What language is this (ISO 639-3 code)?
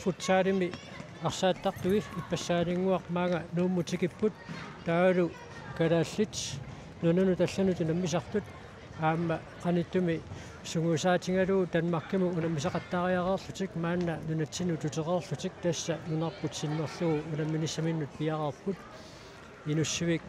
kal